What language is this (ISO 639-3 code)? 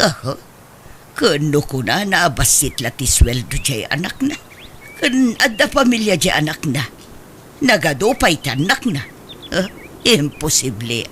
ilo